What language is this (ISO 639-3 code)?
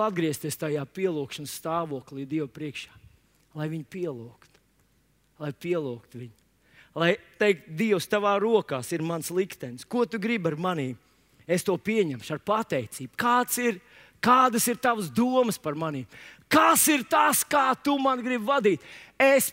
lav